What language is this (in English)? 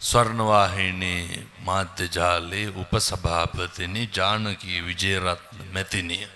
Sinhala